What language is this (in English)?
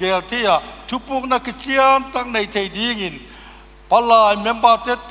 Paite Chin